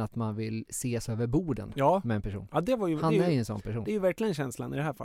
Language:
Swedish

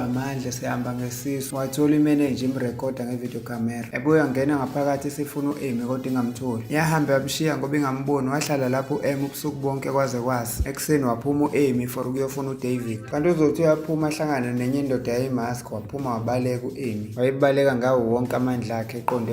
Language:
Zulu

